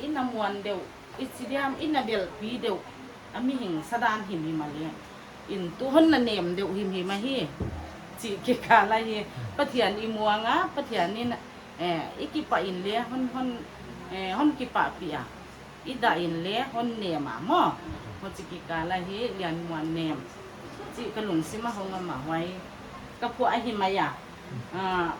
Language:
Paite Chin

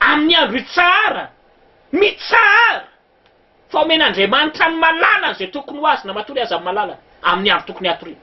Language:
Malagasy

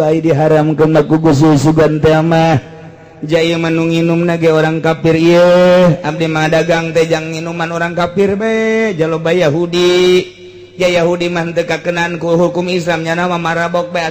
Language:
Sundanese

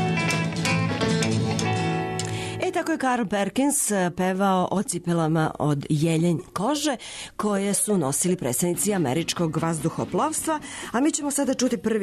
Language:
Serbian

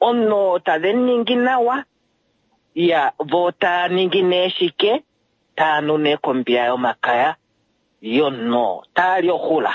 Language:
Kuanyama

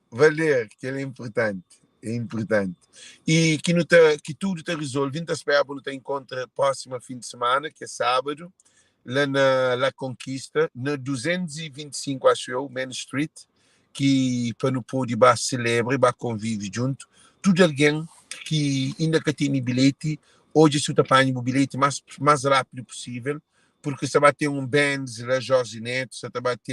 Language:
Kabuverdianu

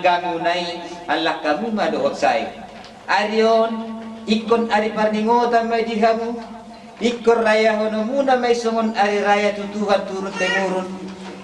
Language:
Batak Toba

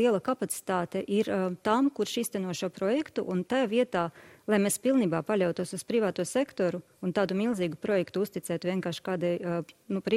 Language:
Latvian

